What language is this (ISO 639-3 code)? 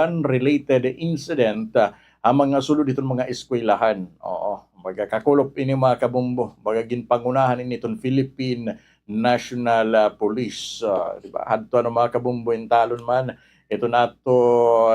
war